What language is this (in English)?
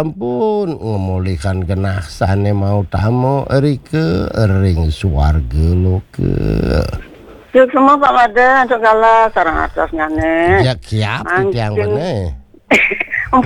Balinese